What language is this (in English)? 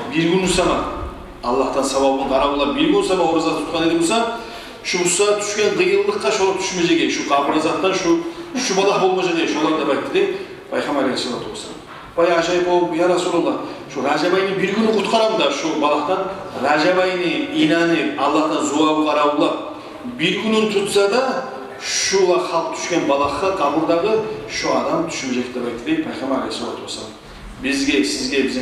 Kumyk